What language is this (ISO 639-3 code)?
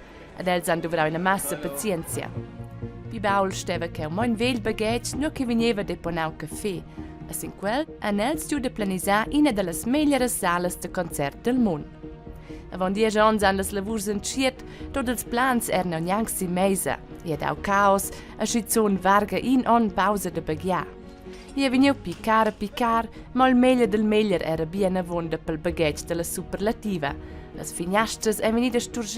roh